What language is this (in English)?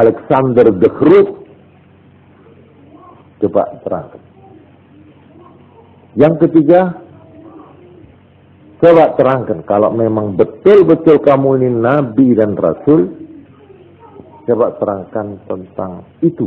Indonesian